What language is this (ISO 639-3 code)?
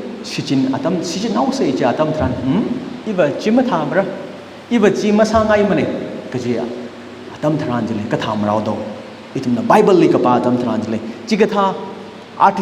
nmf